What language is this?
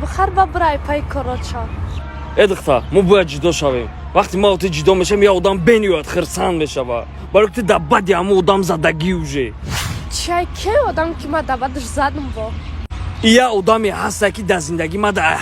Tajik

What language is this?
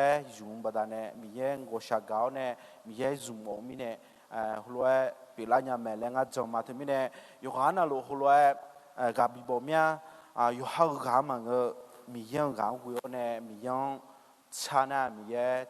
Akha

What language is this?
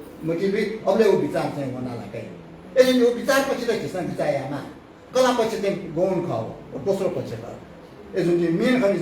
Newari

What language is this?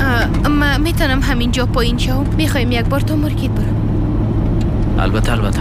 Persian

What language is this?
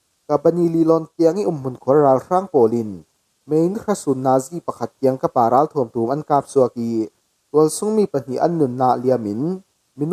Falam Chin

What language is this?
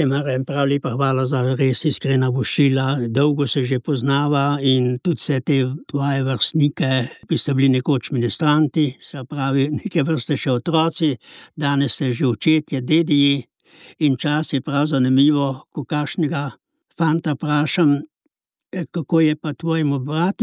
Slovenian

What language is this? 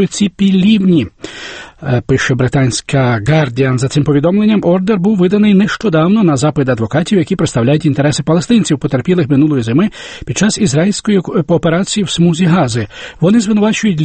Ukrainian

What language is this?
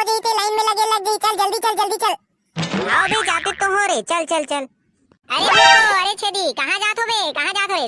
Chhattisgarhi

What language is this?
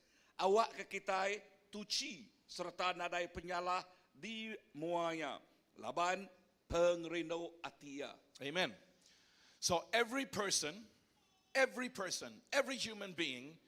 Iban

